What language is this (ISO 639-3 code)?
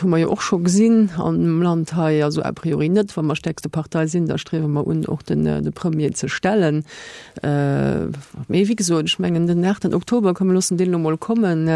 ltz